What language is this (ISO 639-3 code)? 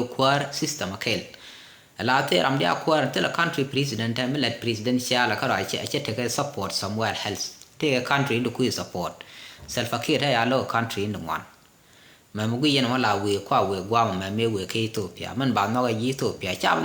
nus